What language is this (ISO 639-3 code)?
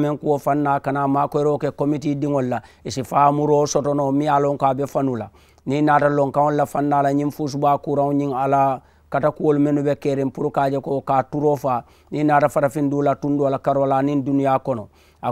man